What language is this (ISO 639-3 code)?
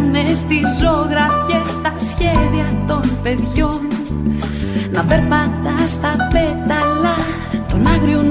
ell